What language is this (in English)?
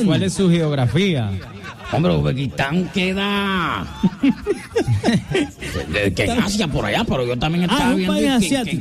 Spanish